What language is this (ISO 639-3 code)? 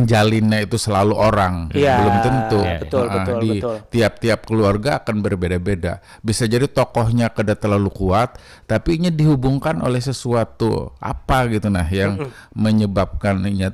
bjn